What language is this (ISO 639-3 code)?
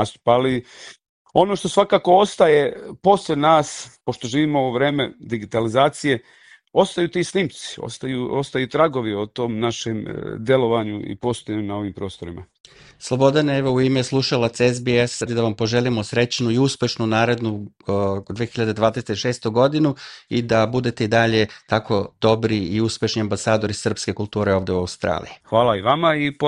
srp